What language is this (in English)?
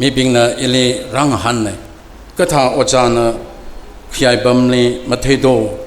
Tangkhul Naga (India)